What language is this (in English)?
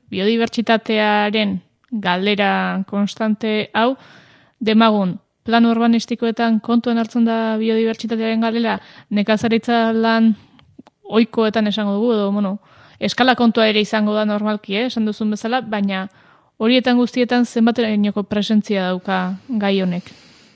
Basque